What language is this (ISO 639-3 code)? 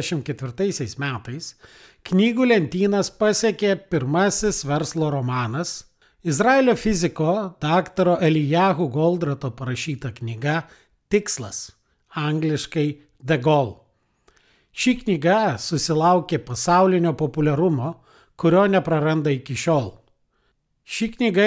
lit